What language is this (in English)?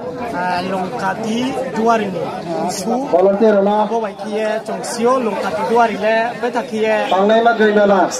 Riang (India)